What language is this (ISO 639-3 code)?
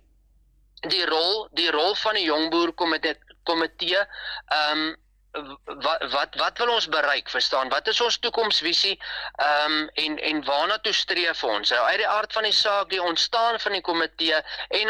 afr